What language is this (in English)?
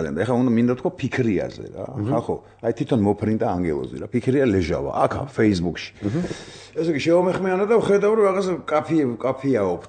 Georgian